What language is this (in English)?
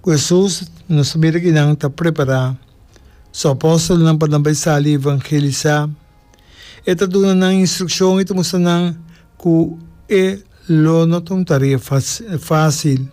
Papiamento